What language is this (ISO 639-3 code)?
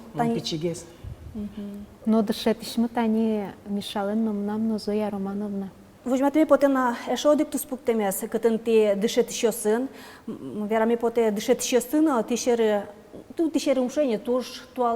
udm